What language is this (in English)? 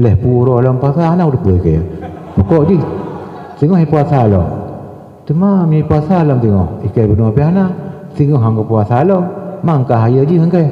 Achinese